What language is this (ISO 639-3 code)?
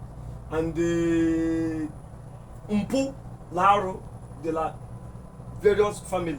ibo